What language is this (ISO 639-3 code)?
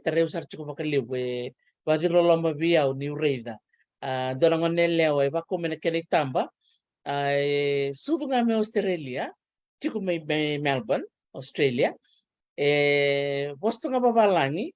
fij